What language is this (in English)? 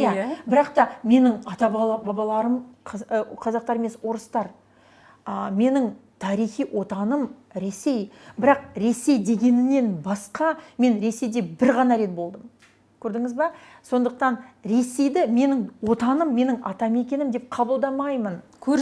Kazakh